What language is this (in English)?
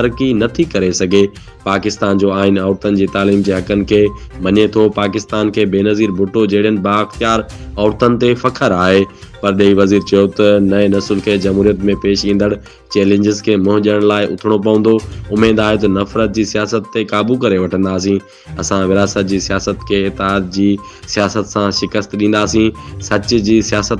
Sindhi